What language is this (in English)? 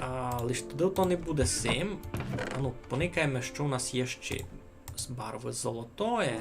Rusyn